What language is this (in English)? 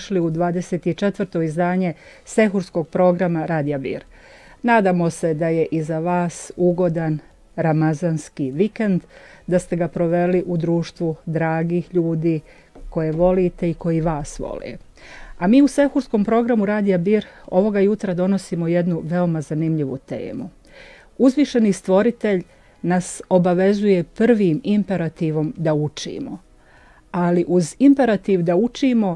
Bosnian